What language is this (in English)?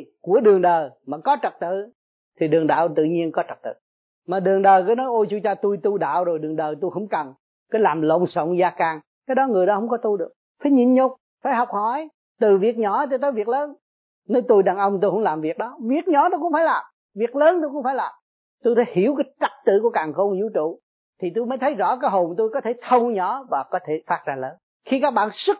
Vietnamese